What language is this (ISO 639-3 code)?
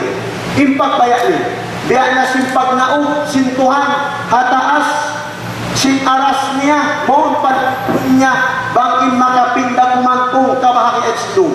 tsg